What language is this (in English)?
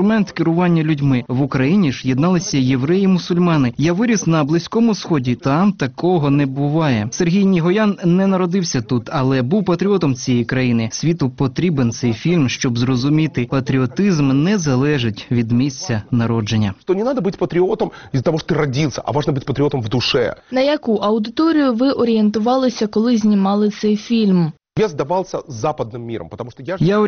Ukrainian